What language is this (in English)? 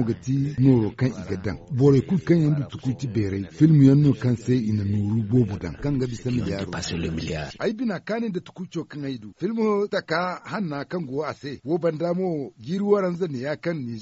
Zarma